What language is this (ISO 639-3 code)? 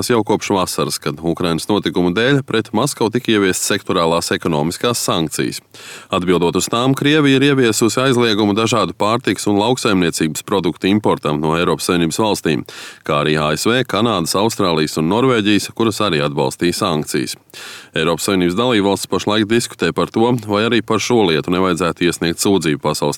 lav